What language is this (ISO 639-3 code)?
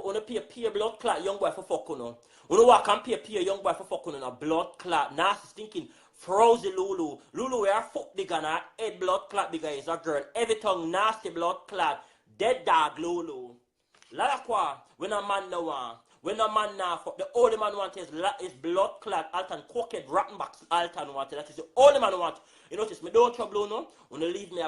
jam